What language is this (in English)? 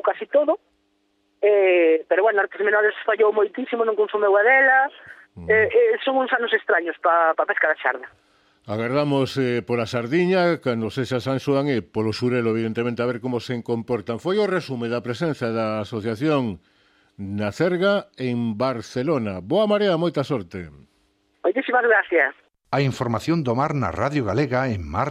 Galician